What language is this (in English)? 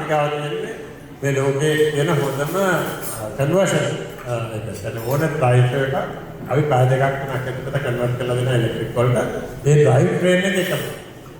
Sinhala